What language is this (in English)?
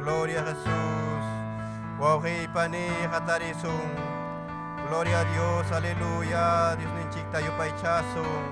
Ayacucho Quechua